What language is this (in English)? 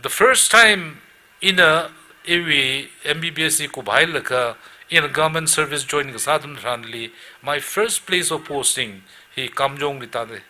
Tangkhul Naga (India)